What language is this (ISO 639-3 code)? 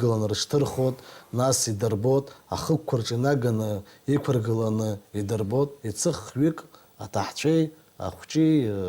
abk